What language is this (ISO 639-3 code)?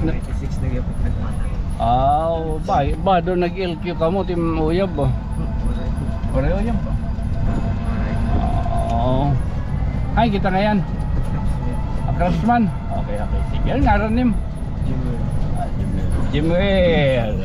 war